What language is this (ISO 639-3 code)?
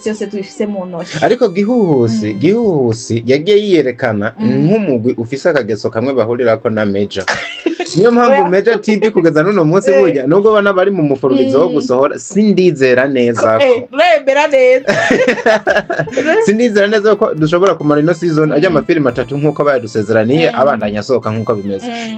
run